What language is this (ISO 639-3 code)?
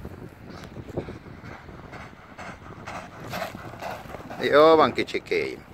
hun